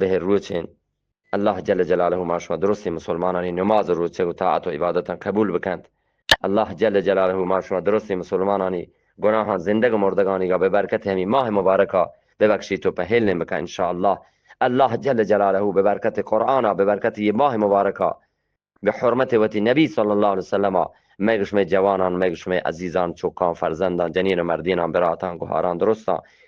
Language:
Eastern Balochi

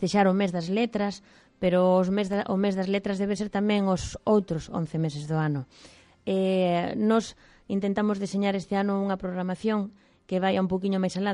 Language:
Galician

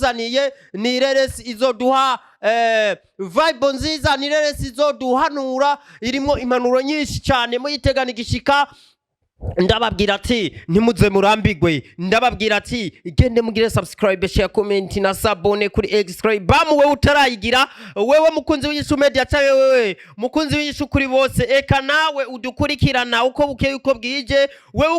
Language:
Rundi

